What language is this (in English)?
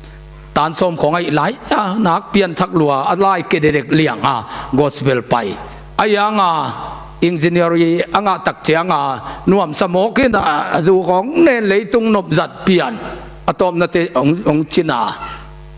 Tedim Chin